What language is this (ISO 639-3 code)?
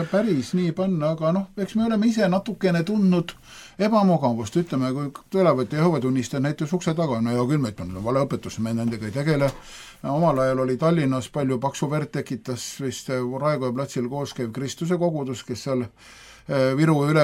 est